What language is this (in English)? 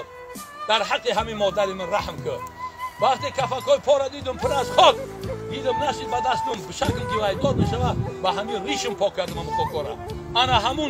Tajik